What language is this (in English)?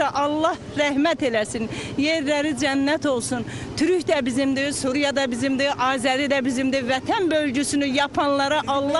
Turkish